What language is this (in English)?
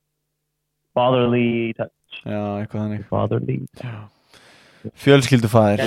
Icelandic